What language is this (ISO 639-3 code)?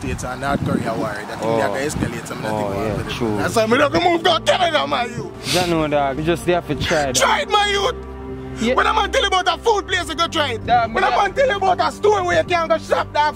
jam